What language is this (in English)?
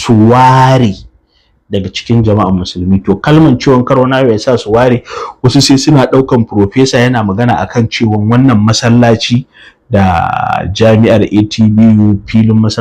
Hausa